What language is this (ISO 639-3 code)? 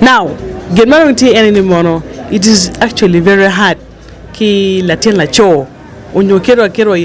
ach